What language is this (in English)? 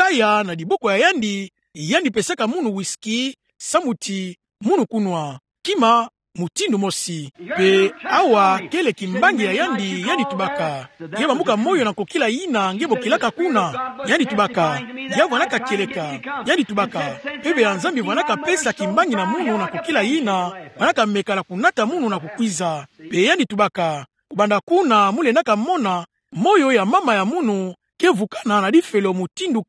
Kituba (Democratic Republic of Congo)